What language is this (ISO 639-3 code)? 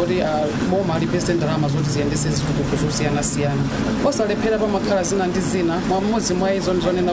nya